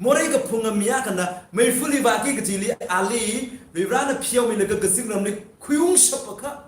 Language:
Tangkhul Naga (India)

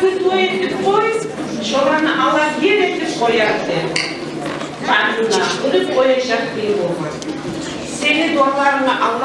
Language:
Kumyk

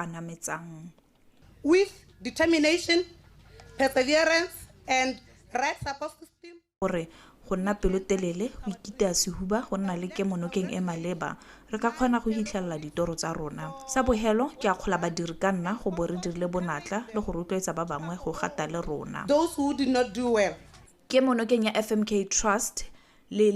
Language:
Tswana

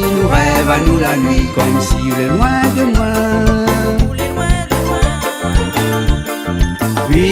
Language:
Réunion Creole French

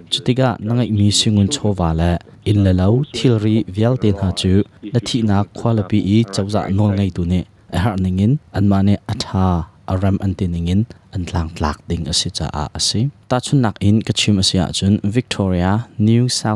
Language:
Hakha Chin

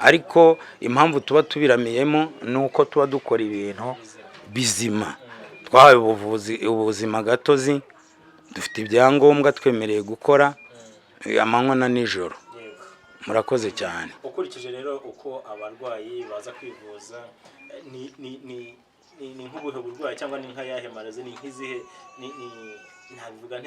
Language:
Kinyarwanda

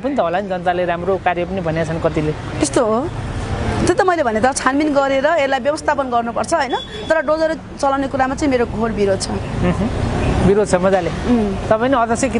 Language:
Nepali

